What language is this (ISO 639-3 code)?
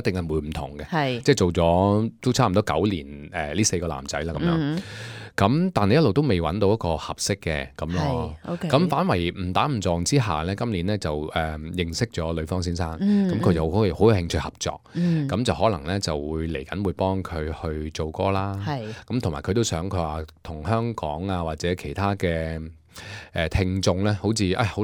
yue